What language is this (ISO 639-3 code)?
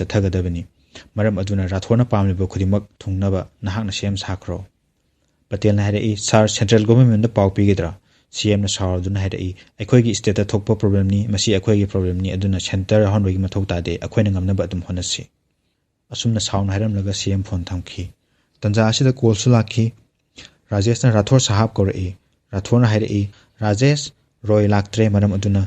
mni